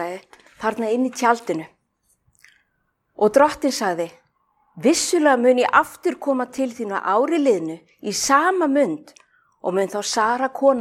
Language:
Icelandic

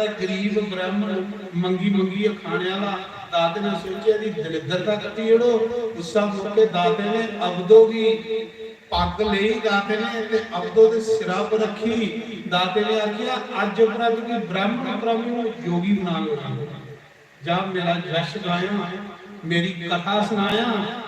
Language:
Dogri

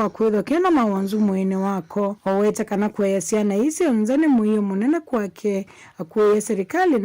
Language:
Kamba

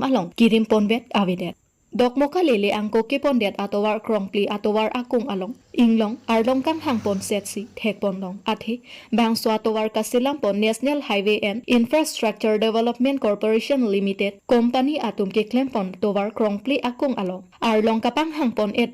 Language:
Karbi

